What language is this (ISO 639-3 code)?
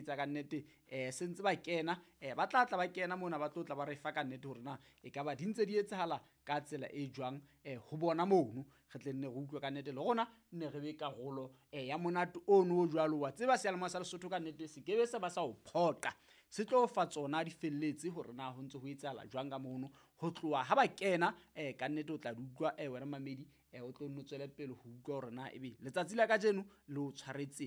sot